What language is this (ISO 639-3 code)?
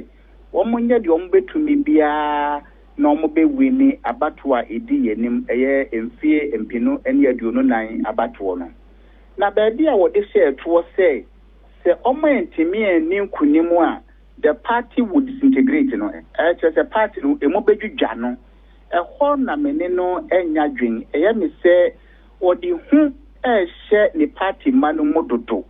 aka